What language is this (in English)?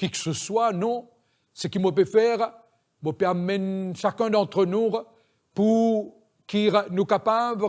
Morisyen